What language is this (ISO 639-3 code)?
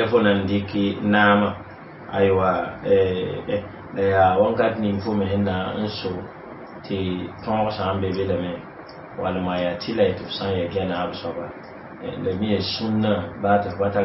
mos